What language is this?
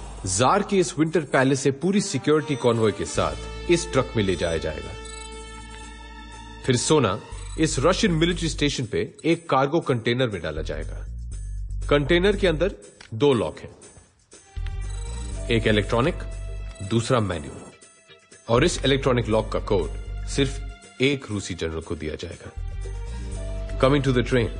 Hindi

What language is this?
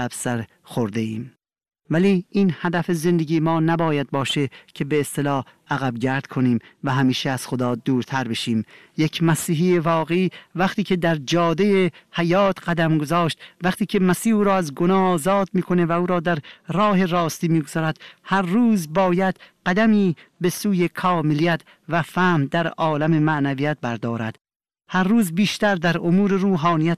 Persian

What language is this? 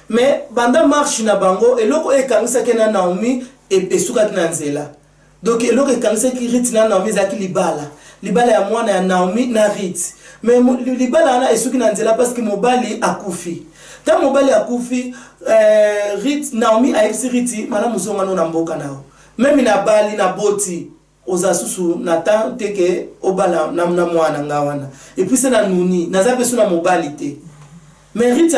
Lingala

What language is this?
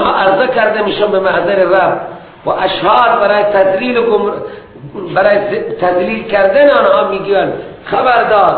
Persian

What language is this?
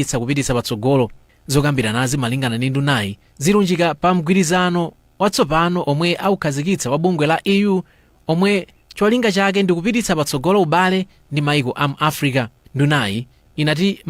Nyanja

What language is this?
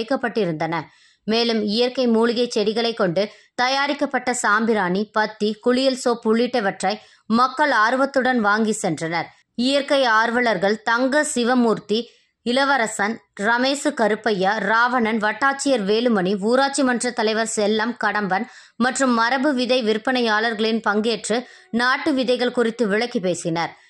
Tamil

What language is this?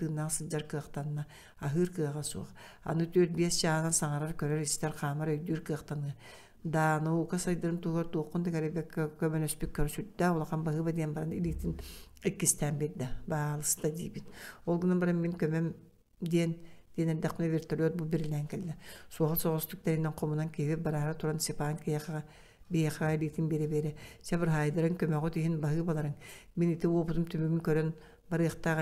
Yakut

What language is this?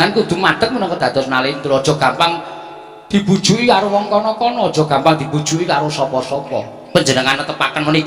Javanese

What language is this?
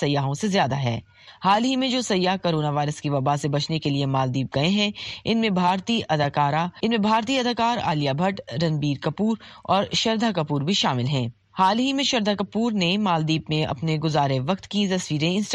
Urdu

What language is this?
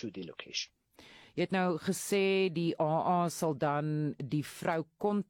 Afrikaans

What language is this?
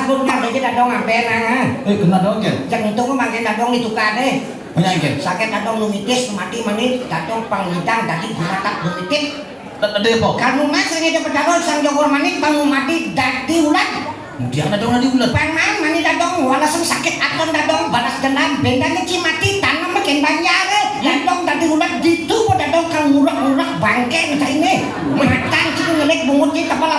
Balinese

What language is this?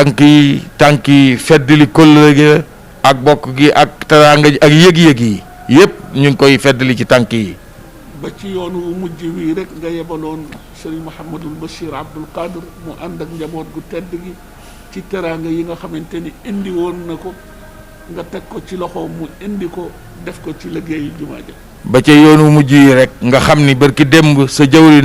Wolof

